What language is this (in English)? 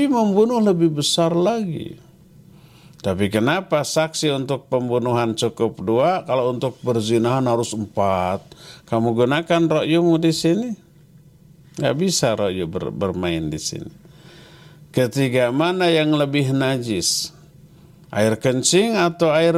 Indonesian